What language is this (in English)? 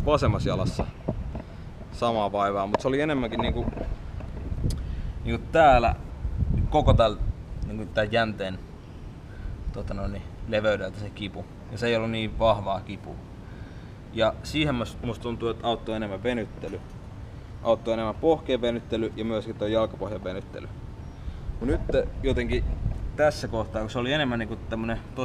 Finnish